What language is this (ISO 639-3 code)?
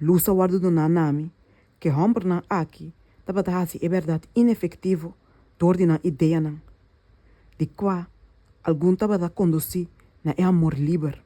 pap